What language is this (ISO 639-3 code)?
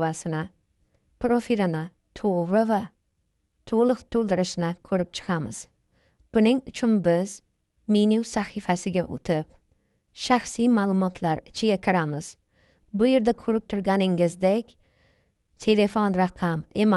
uzb